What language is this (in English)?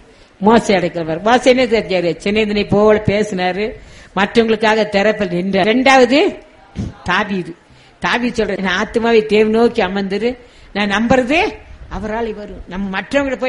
Tamil